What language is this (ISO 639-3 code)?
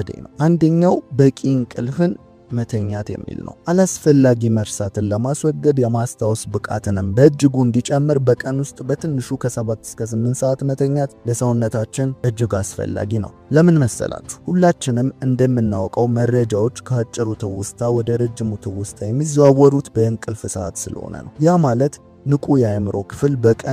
amh